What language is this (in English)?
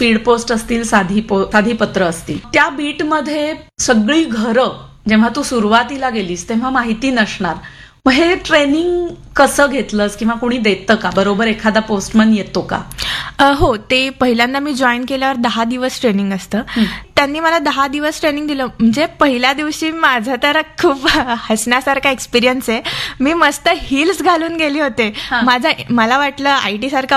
Marathi